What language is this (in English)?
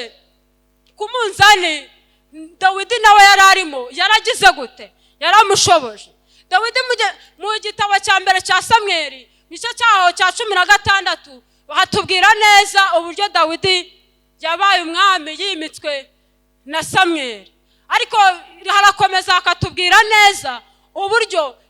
Kinyarwanda